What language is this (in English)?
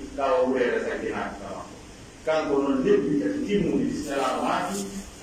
Pular